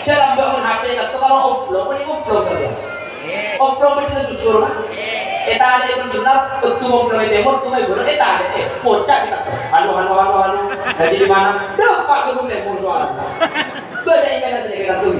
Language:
Madurese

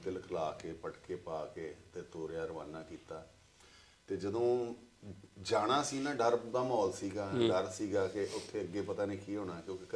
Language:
Punjabi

